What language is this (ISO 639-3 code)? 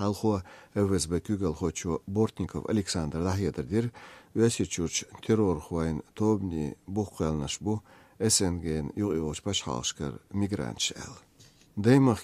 che